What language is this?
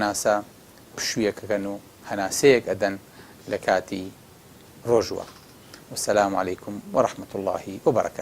Central Kurdish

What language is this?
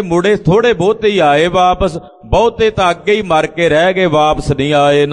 Punjabi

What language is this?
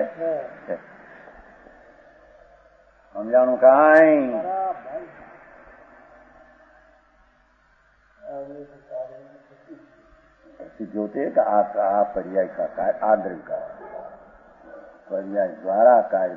Gujarati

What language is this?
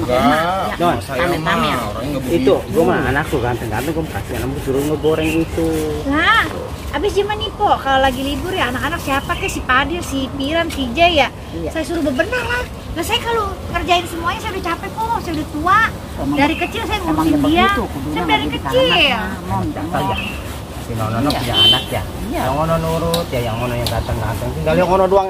Betawi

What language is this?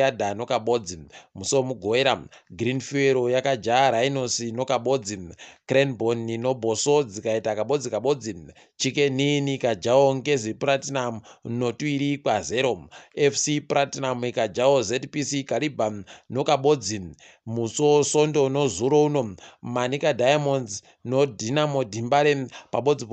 Ndau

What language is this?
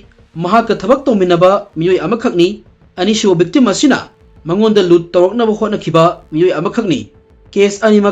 Manipuri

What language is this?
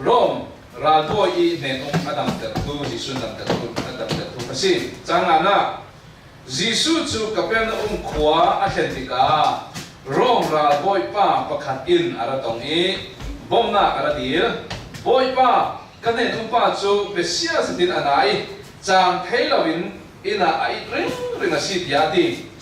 Falam Chin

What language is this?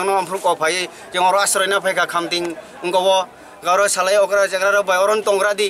Kok Borok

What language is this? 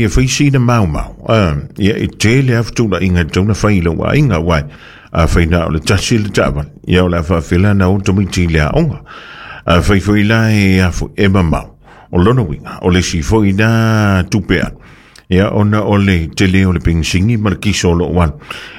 Samoan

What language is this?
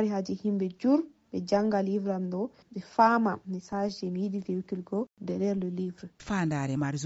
Nigerian Fulfulde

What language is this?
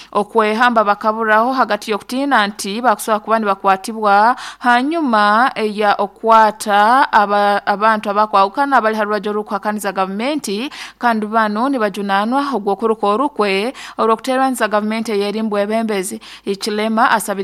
Nyoro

